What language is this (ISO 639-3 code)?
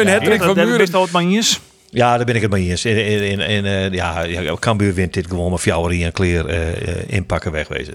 fry